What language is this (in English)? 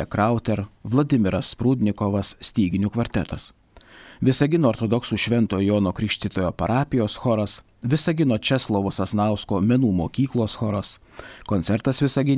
Lithuanian